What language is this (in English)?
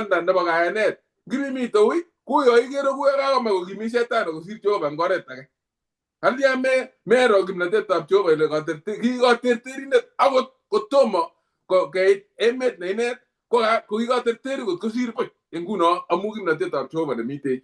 Kalenjin